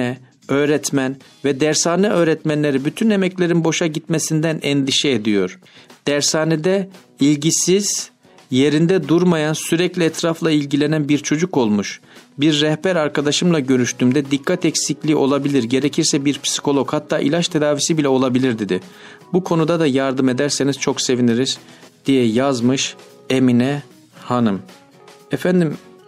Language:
Turkish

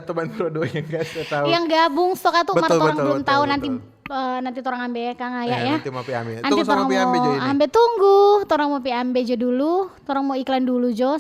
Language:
Manado Malay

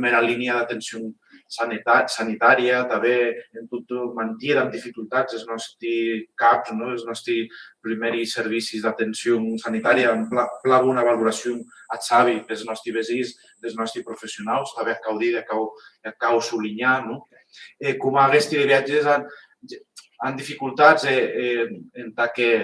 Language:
Occitan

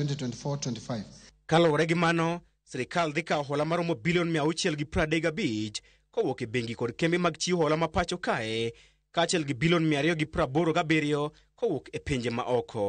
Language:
Luo (Kenya and Tanzania)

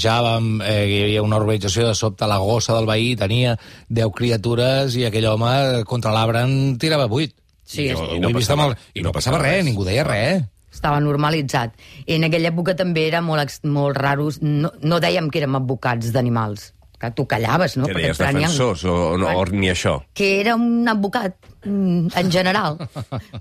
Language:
Catalan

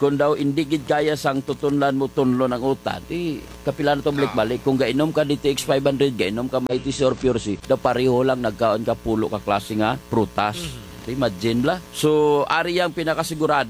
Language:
Hiligaynon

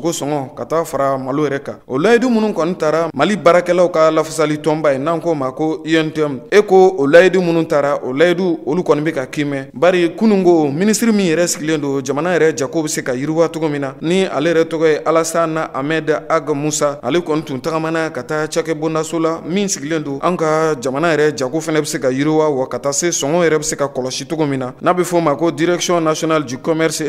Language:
Bambara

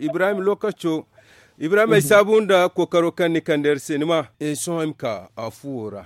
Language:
Zarma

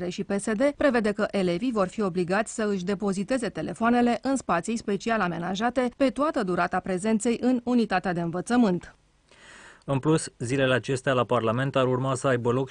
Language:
Romanian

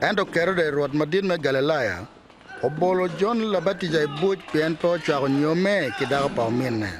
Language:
Acoli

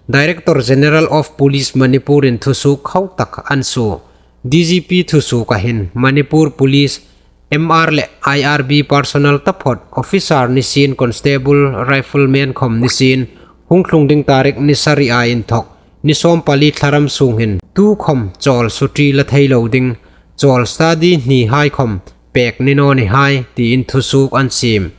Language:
Hmar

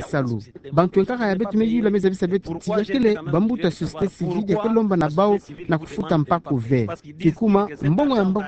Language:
Kituba (Democratic Republic of Congo)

